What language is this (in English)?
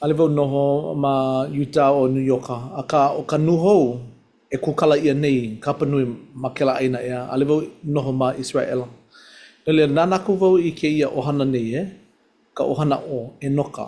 Hawaiian